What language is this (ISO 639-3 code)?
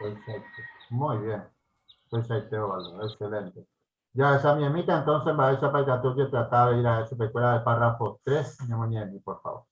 grn